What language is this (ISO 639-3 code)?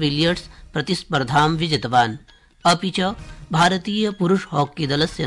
san